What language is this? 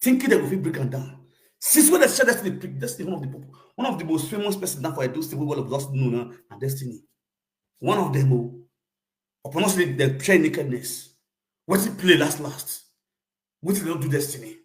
Nigerian Pidgin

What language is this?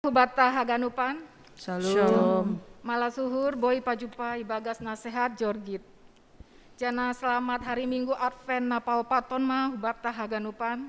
Batak Simalungun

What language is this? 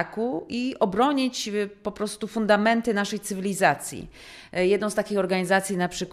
Polish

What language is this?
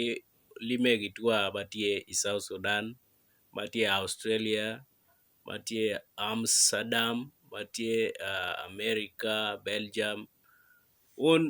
Acoli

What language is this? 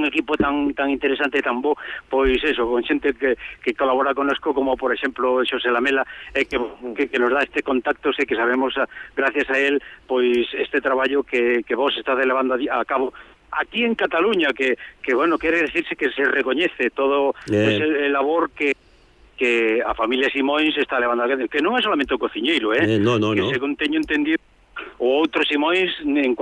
Galician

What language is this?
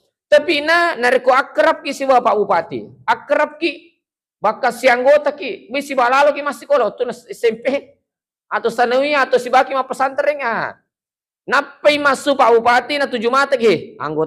Buginese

